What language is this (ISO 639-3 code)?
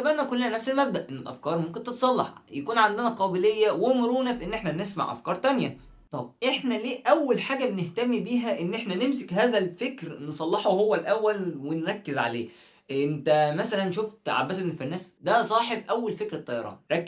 arz